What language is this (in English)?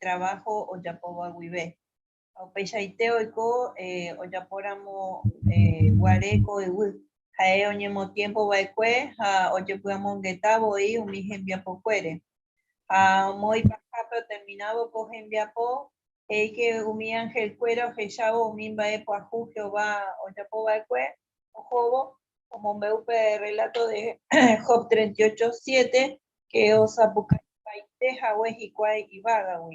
Guarani